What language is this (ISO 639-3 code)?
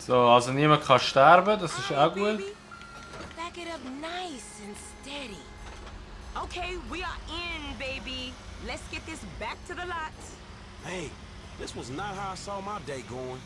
gsw